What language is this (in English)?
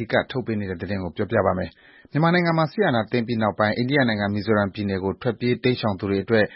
Burmese